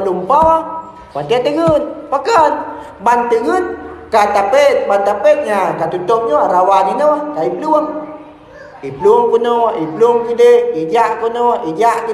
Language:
Achinese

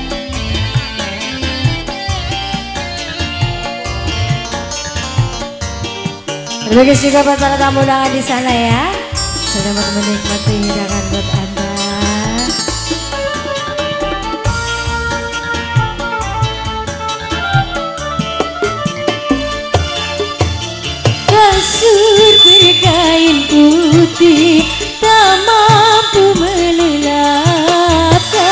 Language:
Indonesian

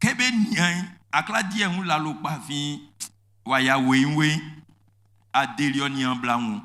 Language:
Baoulé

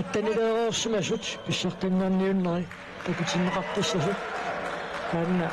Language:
Kalaallisut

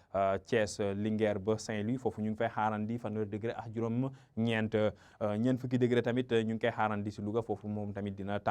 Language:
Wolof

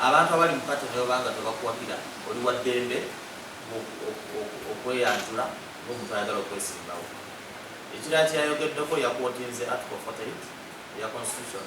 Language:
Ganda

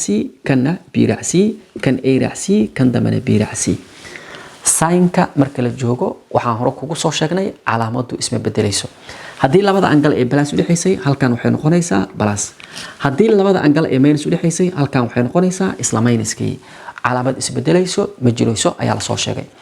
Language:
Somali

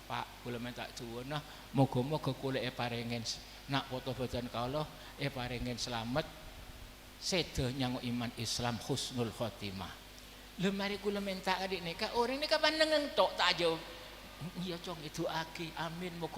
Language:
Madurese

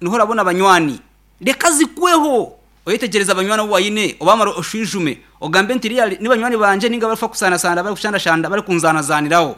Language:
Nyankole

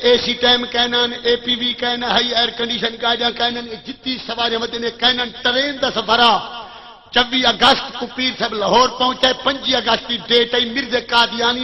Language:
Saraiki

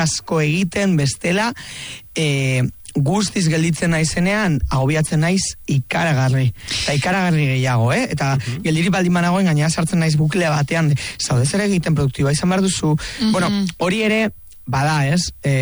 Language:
Basque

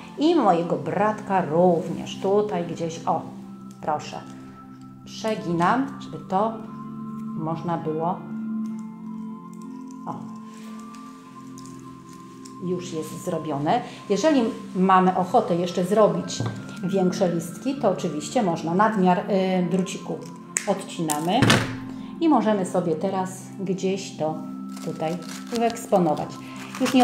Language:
Polish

